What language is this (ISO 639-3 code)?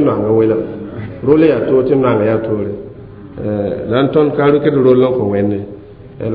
mos